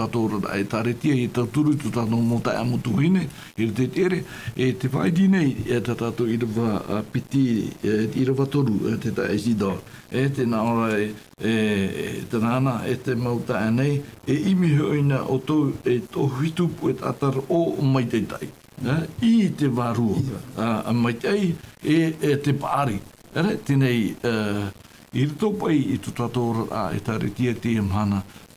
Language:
Tahitian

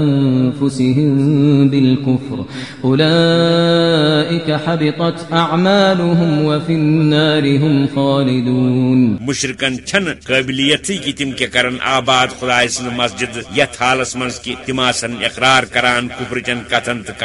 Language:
Kashmiri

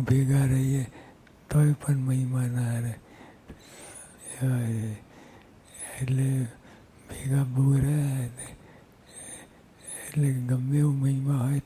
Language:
Gujarati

